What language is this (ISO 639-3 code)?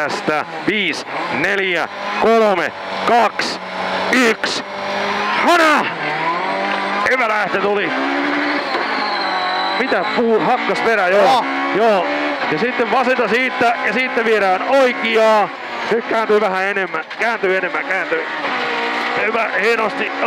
fin